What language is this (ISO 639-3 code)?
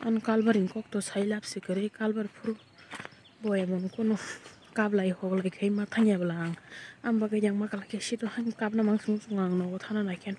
trp